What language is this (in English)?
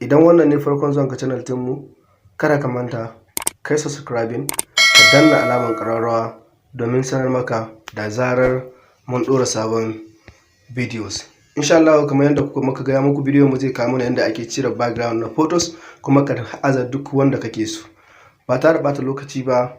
Hausa